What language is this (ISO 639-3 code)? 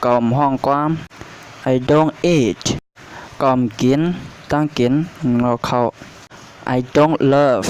shn